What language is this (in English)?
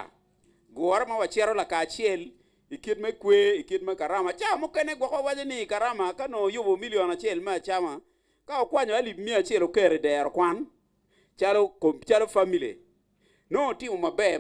Acoli